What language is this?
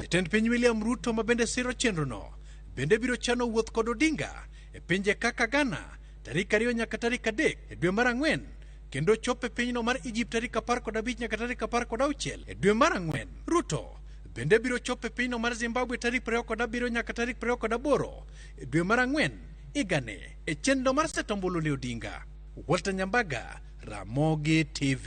Luo (Kenya and Tanzania)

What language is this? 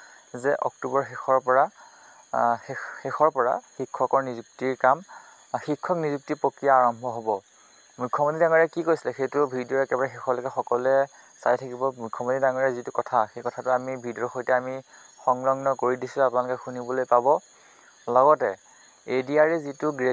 Assamese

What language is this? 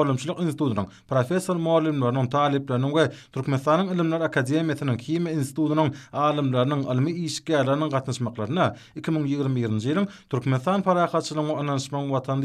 Turkmen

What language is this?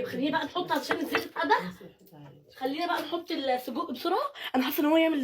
Egyptian Arabic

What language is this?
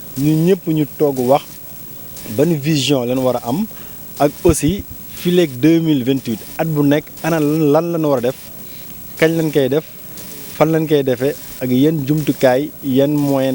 Wolof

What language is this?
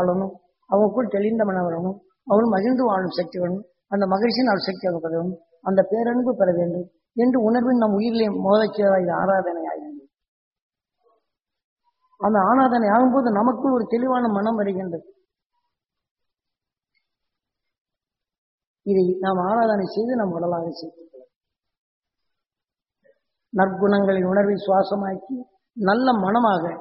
Tamil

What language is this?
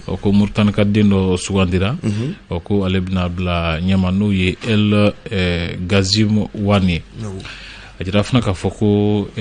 Bambara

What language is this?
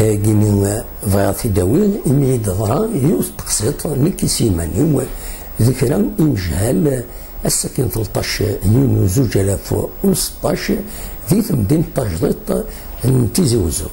Kabyle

